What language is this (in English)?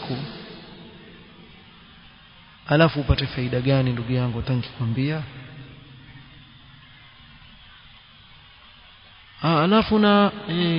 Swahili